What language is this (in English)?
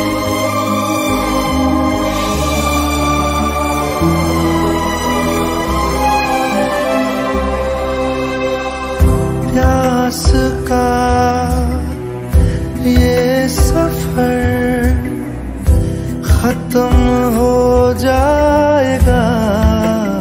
Hindi